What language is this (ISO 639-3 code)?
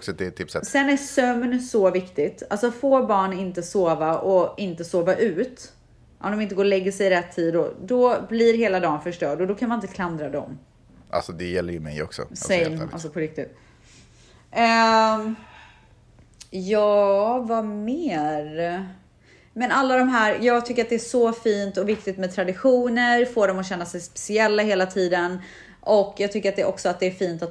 swe